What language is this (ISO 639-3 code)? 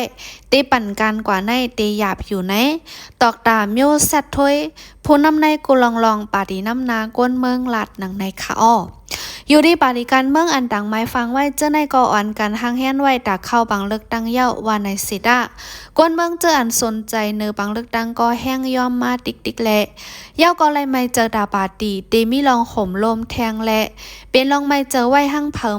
shn